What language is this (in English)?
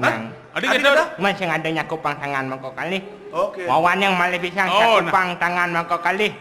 Balinese